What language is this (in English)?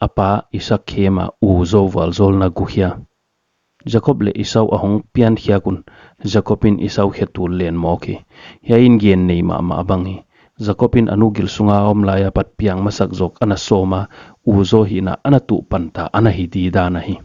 Paite Chin